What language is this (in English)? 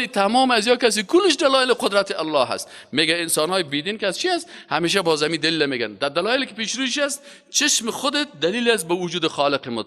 Persian